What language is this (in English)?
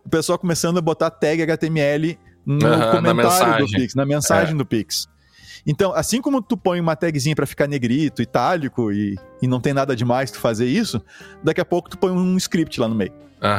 Portuguese